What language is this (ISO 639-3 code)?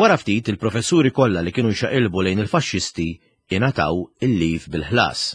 mlt